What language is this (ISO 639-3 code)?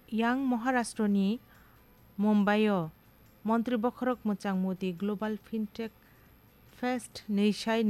trp